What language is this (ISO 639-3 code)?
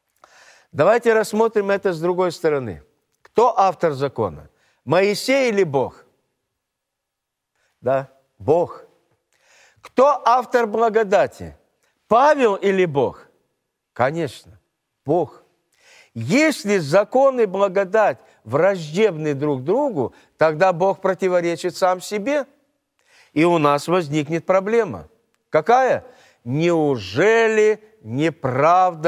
rus